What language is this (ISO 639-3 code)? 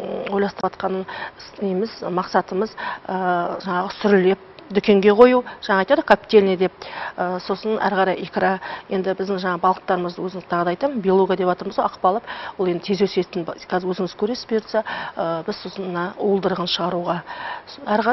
kaz